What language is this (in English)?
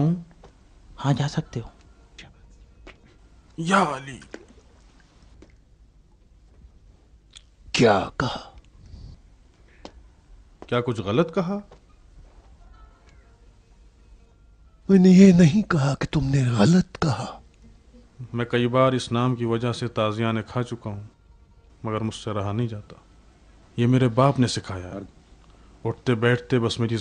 Urdu